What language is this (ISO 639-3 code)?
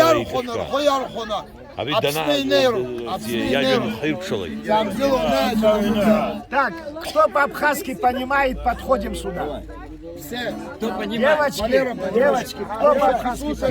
abk